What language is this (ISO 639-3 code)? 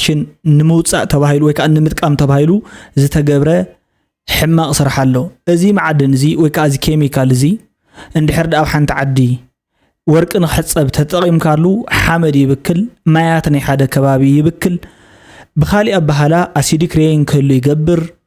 tir